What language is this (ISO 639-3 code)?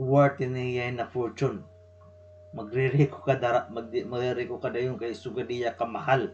war